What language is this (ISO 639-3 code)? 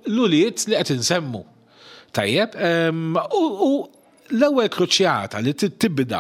mlt